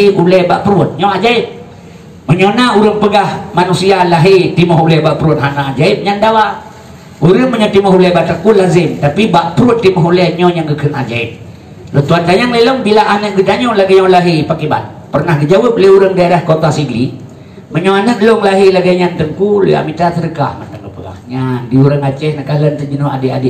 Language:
Achinese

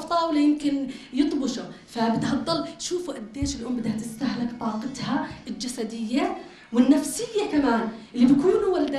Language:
North Levantine Arabic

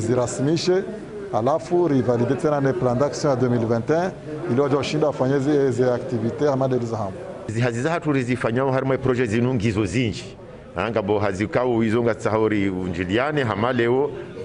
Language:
Ngazidja Comorian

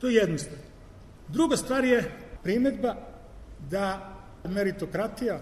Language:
Serbian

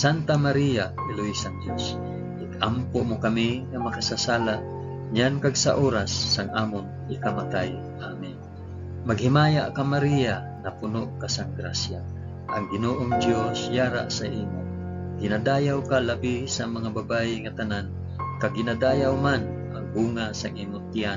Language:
Hiligaynon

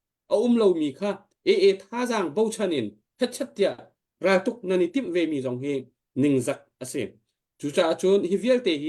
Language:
Hakha Chin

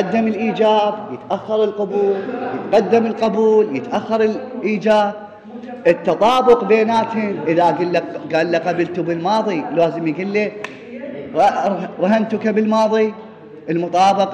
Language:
Mesopotamian Arabic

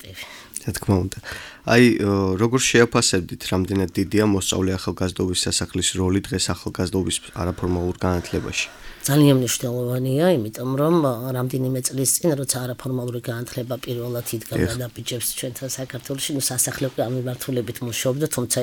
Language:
Georgian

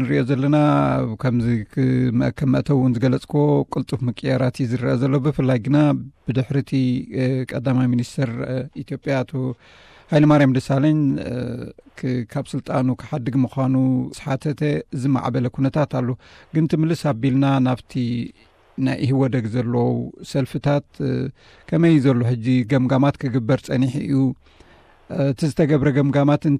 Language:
Tigrinya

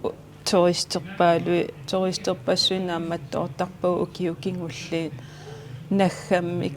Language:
Kalaallisut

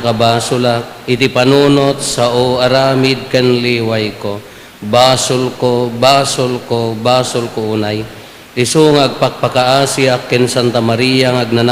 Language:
Iloko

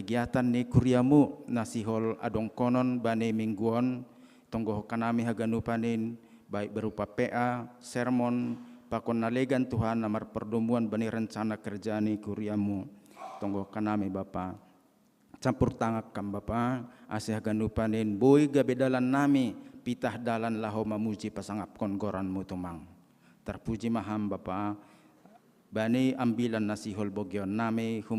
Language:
Batak Simalungun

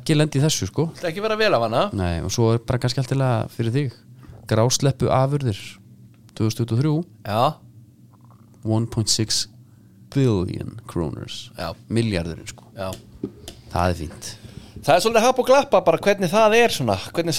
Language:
Icelandic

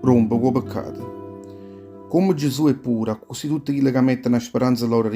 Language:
Neapolitan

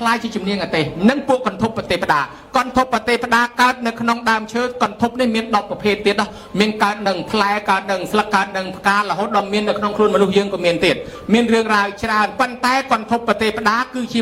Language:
Khmer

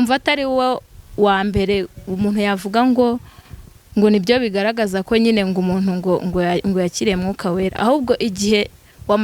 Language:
Kinyarwanda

